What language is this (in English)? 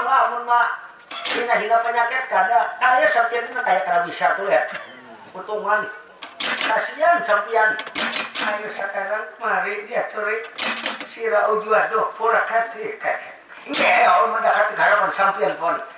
Banjar